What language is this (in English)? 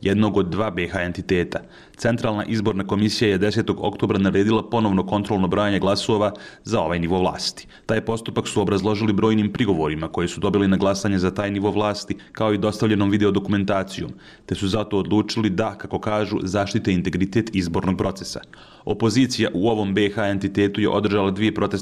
Bosnian